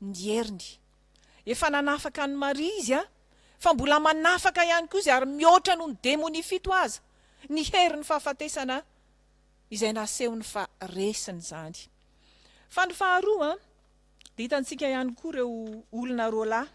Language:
Malagasy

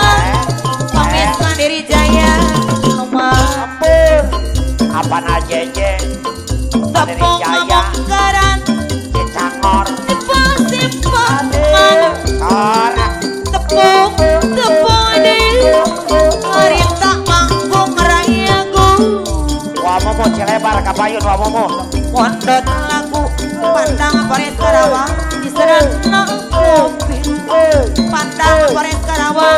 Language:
Sundanese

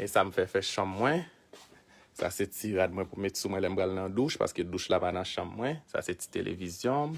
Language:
Haitian Creole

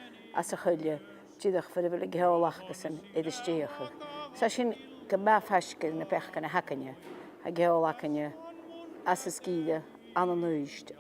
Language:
Scottish Gaelic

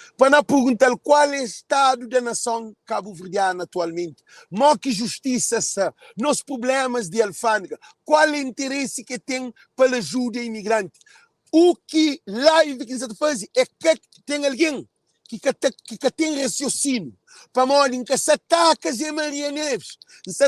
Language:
Kabuverdianu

